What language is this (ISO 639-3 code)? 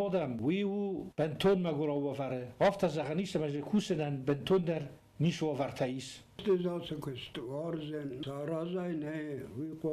oss